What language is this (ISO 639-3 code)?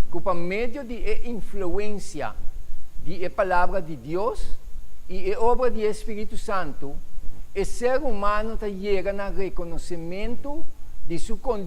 pap